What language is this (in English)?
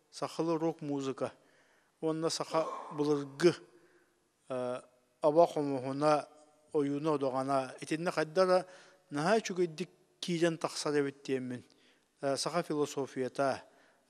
Yakut